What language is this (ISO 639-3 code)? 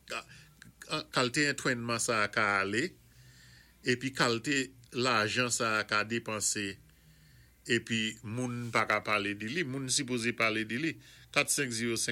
acf